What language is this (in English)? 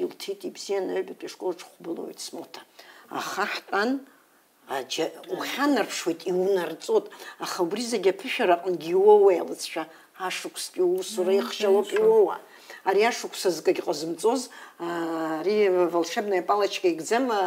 Abkhazian